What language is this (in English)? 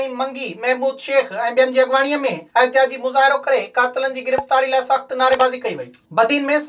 Sindhi